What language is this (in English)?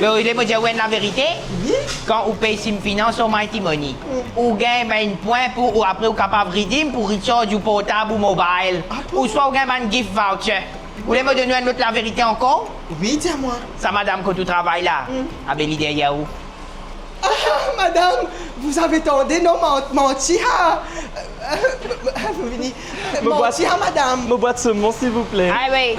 Morisyen